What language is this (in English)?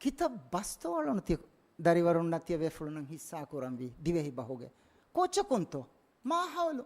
Divehi